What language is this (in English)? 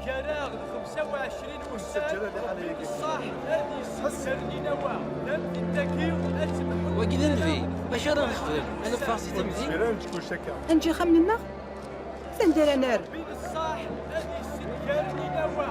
Kabyle